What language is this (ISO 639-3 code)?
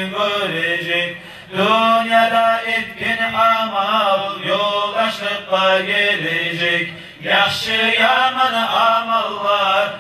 kum